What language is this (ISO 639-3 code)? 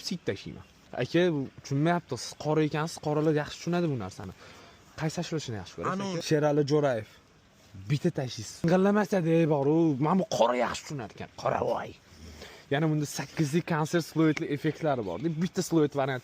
uzb